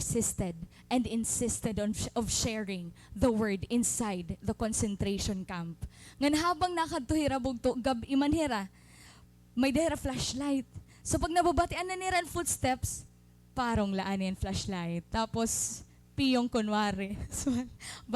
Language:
Waray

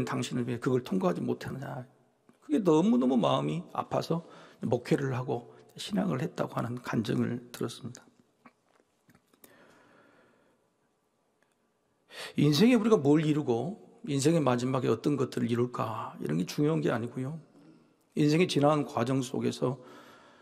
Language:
Korean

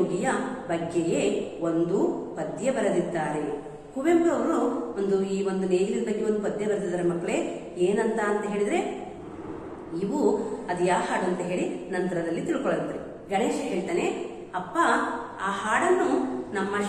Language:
Kannada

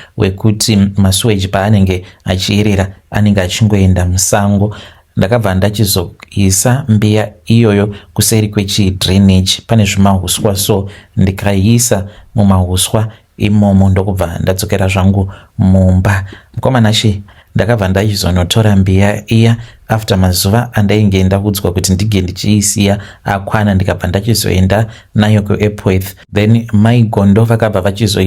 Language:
Shona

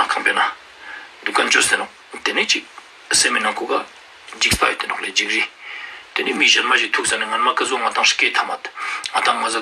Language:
Ladakhi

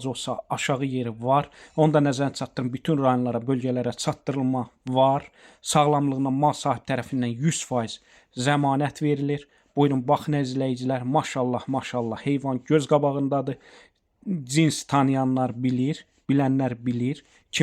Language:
Azerbaijani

